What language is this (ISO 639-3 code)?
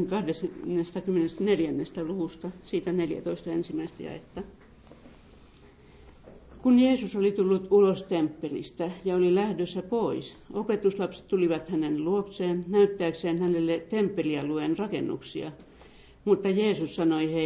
fin